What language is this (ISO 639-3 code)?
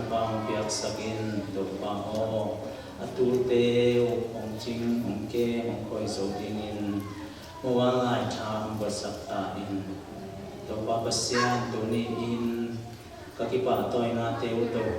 ctd